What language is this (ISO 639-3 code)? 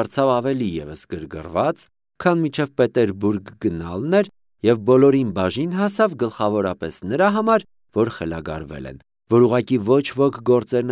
hye